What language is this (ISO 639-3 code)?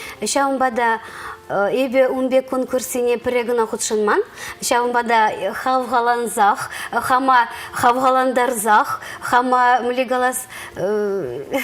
chv